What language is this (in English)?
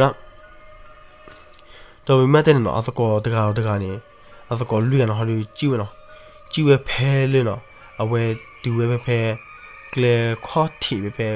S'gaw Karen